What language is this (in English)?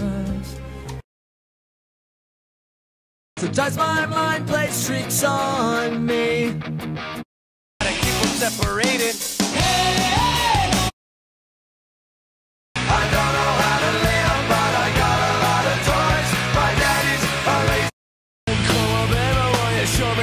English